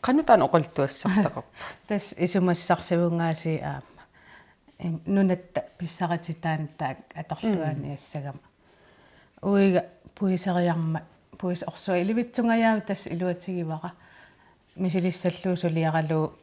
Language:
Kalaallisut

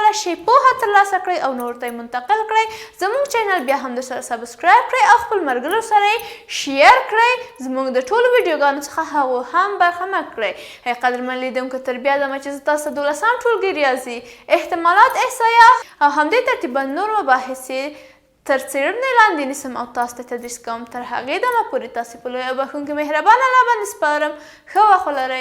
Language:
Pashto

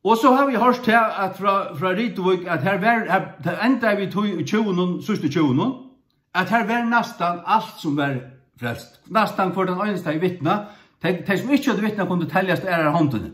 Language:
Faroese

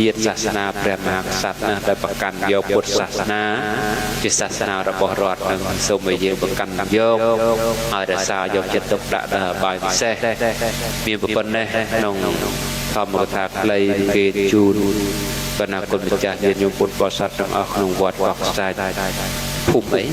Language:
Khmer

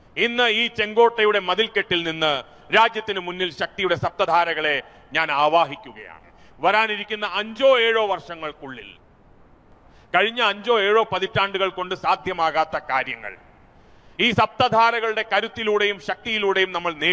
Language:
Malayalam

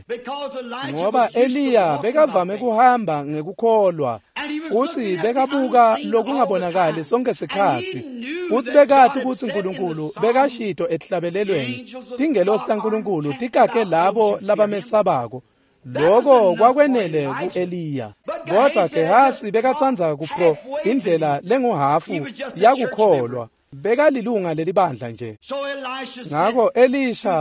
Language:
Swati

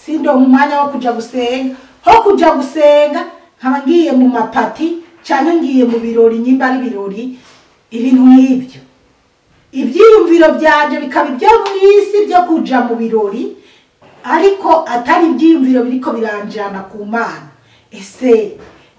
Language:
Rundi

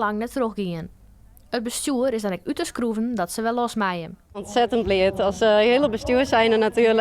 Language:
Western Frisian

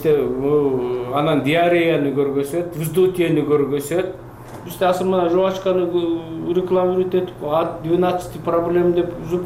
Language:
Kyrgyz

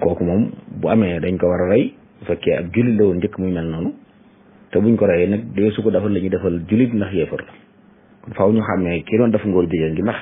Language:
Wolof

